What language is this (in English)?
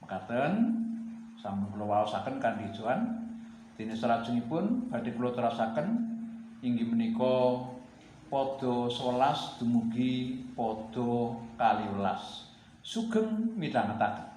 Javanese